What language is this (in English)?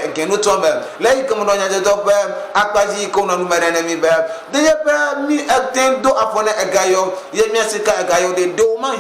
Ewe